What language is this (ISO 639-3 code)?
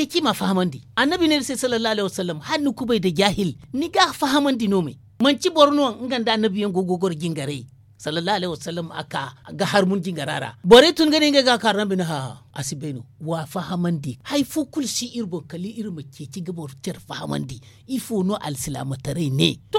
dje